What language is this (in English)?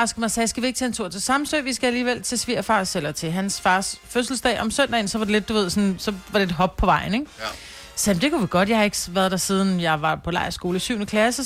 Danish